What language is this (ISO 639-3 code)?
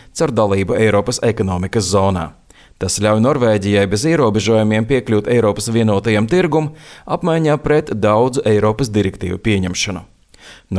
lav